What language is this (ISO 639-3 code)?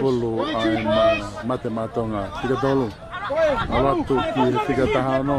ton